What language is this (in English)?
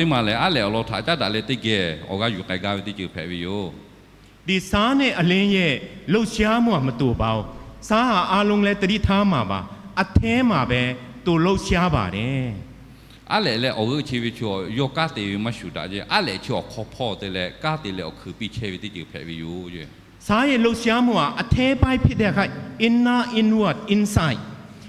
Lahu